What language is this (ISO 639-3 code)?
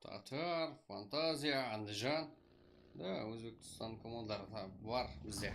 kaa